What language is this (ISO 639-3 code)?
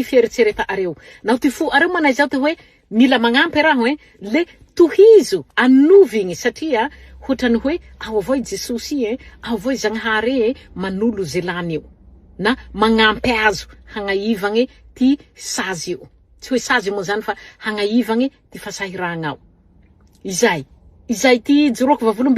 mlg